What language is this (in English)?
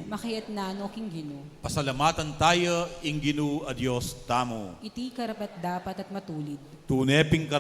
Pampanga